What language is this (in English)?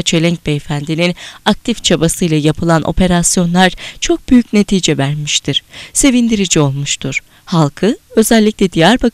Turkish